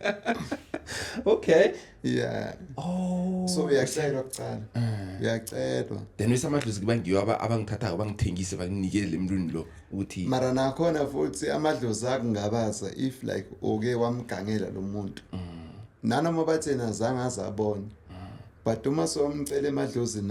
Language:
Zulu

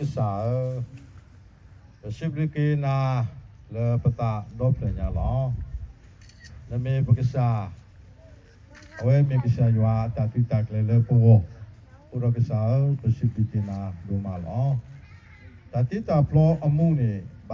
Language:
S'gaw Karen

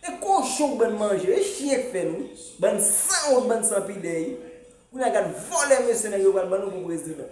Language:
Haitian Creole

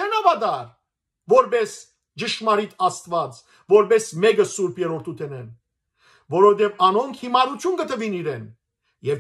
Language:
Western Armenian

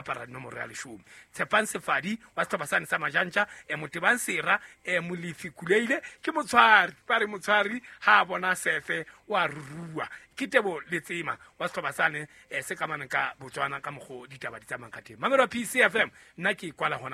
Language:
Southern Sotho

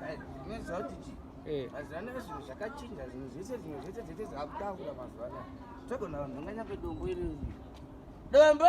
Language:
Shona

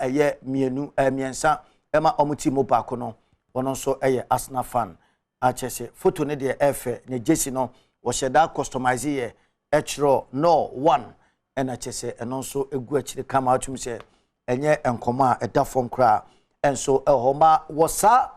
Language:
Akan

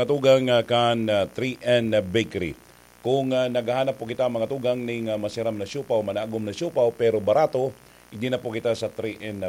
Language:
Bikol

